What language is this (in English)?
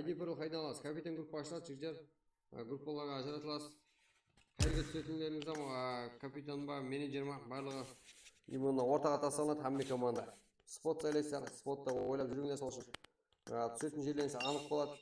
Kara-Kalpak